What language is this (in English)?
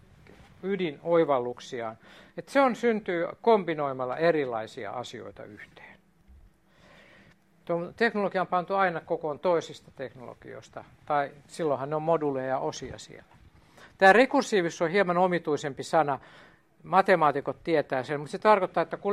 Finnish